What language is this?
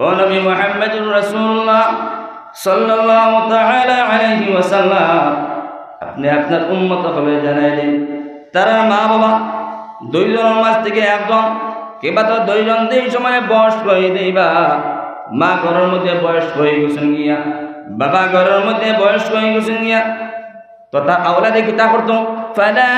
Sylheti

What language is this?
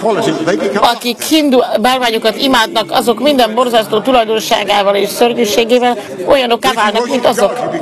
Hungarian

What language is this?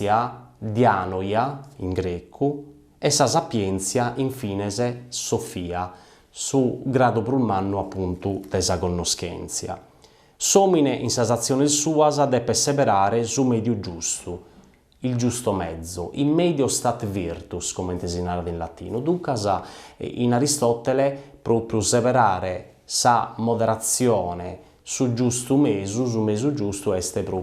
Sardinian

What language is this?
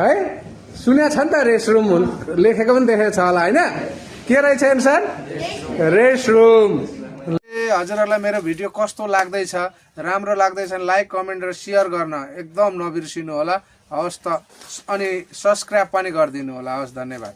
Nepali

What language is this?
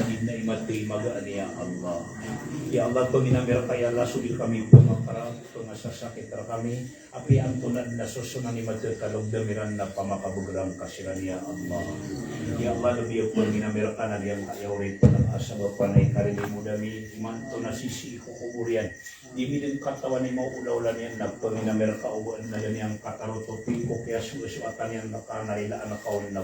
Maranao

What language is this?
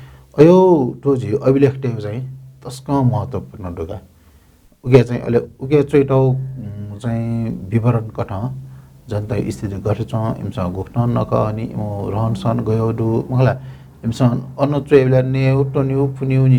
Newari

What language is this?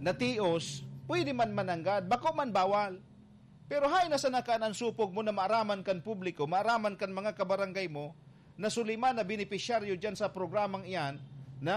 Bikol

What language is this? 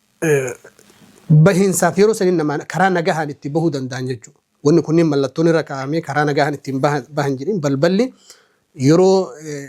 Oromo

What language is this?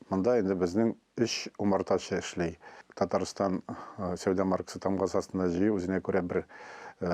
Tatar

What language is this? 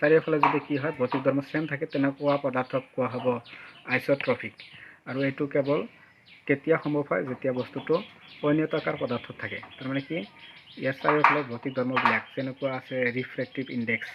Assamese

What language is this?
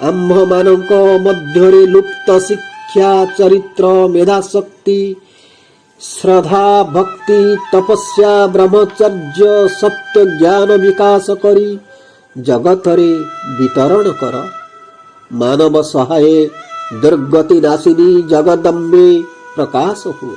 Odia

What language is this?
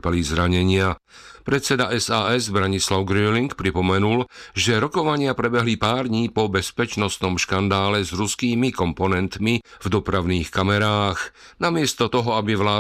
Slovak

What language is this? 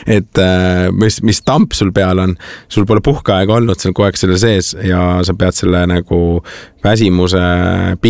Estonian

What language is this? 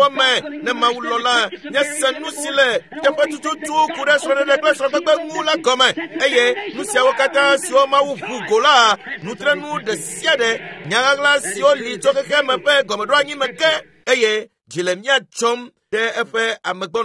Ewe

